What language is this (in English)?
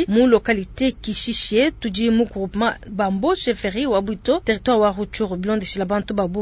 Luba-Lulua